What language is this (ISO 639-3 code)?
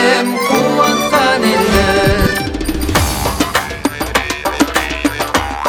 kaz